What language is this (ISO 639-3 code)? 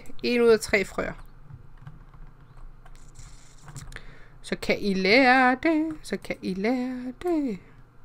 dan